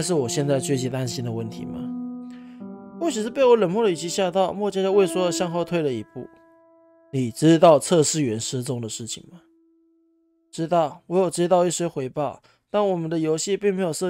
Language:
Chinese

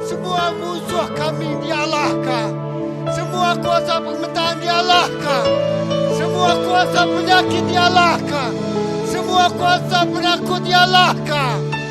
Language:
Iban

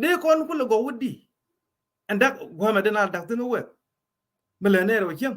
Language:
Nuer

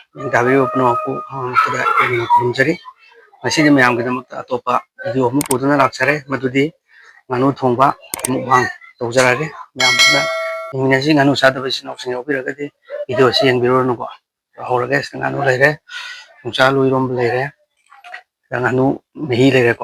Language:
Manipuri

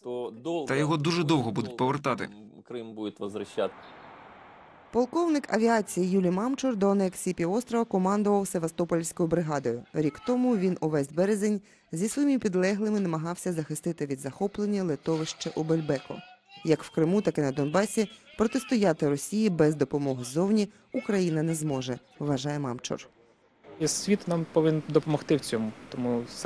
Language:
Ukrainian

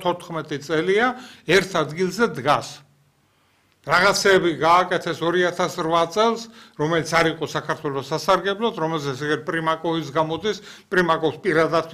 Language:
Georgian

